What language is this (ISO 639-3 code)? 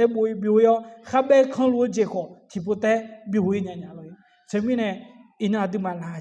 ahk